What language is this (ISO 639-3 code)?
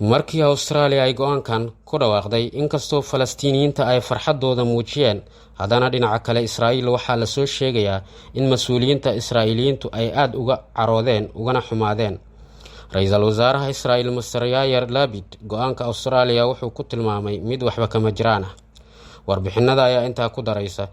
som